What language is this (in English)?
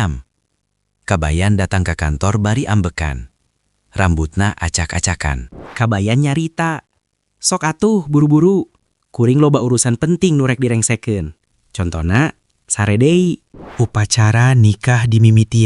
Sundanese